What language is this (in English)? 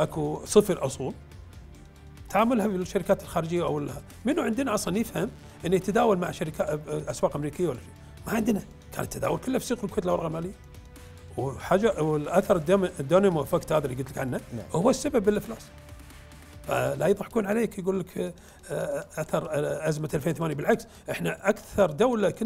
Gulf Arabic